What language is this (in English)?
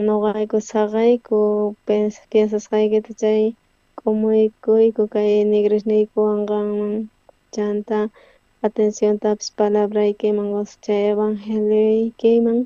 South Bolivian Quechua